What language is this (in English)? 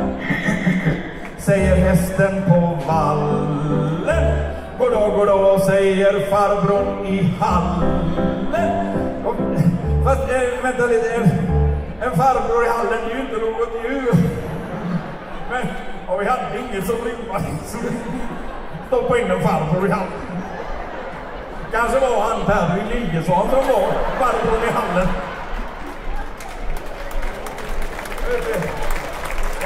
Swedish